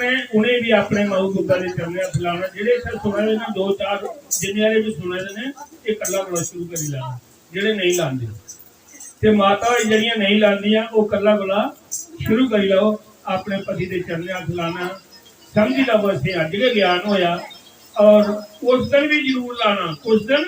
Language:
Dogri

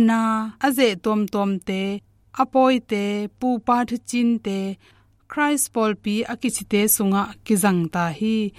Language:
Tedim Chin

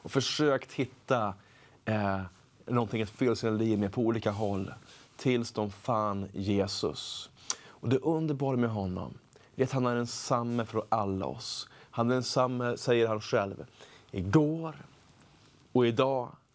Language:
Swedish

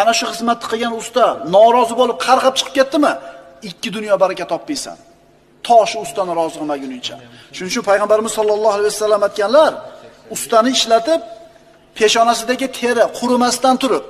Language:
Uzbek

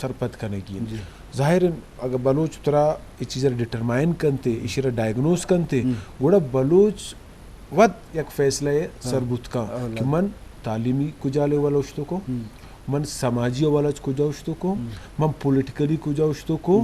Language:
Eastern Balochi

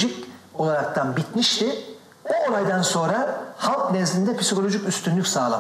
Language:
Turkish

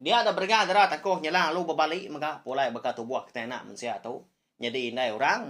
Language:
Iban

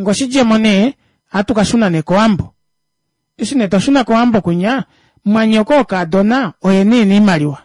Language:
Kuanyama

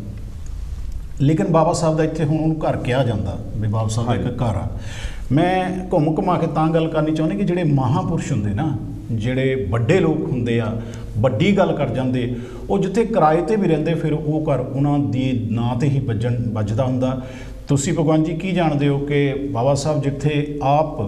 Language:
Punjabi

